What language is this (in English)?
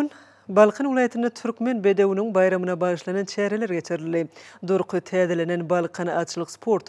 Turkmen